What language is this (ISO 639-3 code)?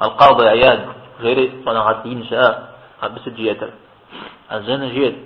kbd